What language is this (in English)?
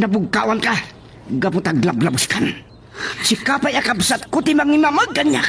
Iloko